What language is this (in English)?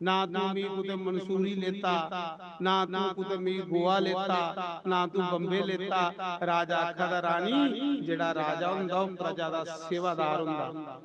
Dogri